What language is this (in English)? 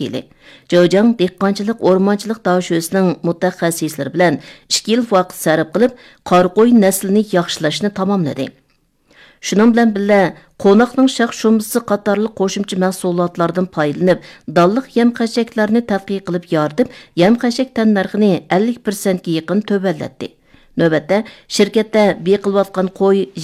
Uyghur